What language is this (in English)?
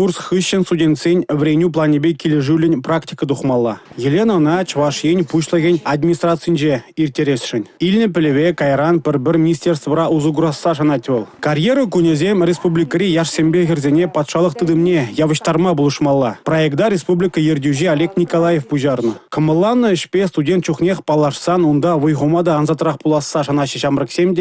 Chuvash